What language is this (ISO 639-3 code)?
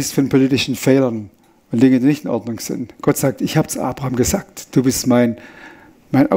gsw